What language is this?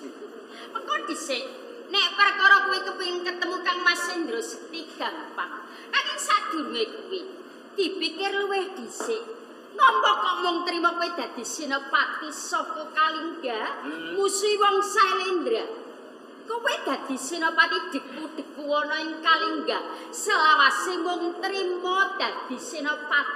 Javanese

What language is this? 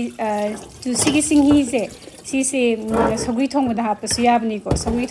Manipuri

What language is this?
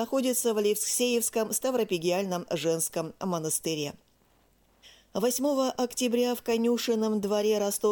Russian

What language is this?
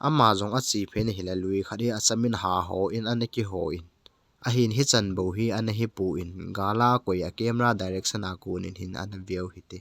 Thado Chin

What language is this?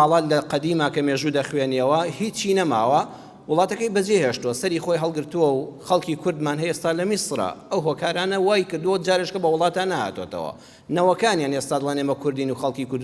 Central Kurdish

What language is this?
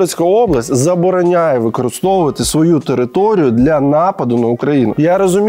Ukrainian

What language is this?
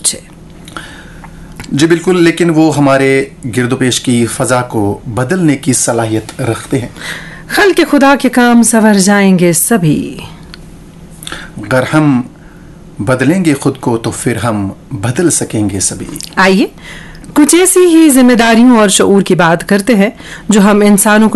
Urdu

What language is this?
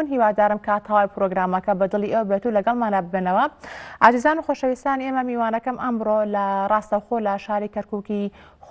Central Kurdish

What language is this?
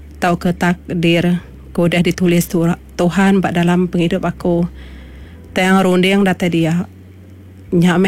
Iban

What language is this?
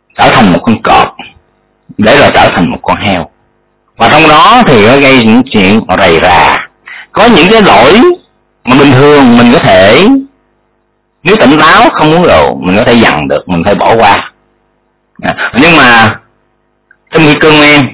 Vietnamese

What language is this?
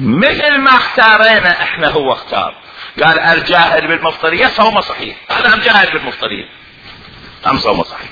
Mesopotamian Arabic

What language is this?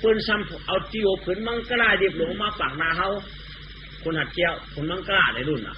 Shan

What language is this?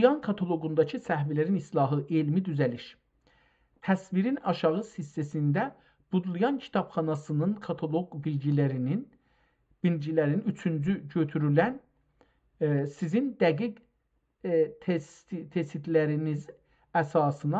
South Azerbaijani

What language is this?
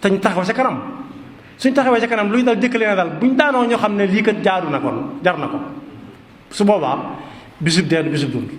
Wolof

